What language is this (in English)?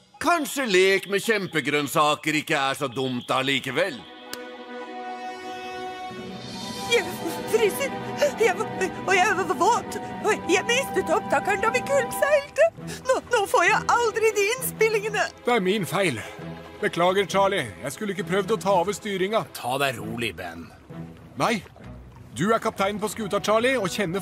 Norwegian